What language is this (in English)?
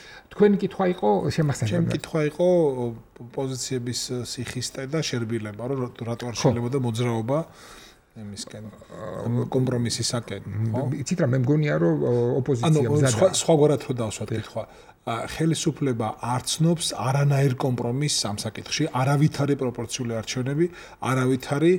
Georgian